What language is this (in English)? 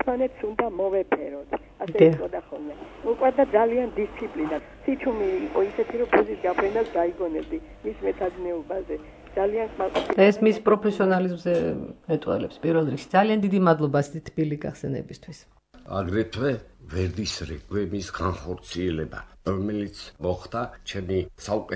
Georgian